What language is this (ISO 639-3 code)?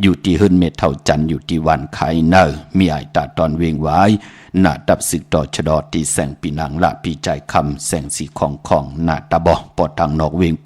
shn